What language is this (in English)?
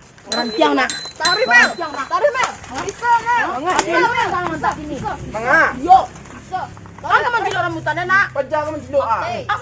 Minangkabau